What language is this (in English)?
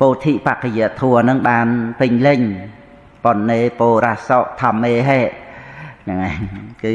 Khmer